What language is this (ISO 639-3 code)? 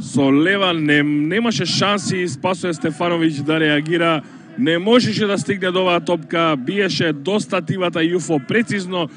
mkd